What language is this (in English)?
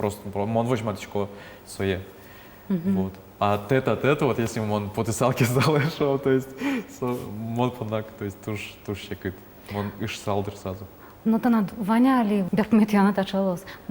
Udmurt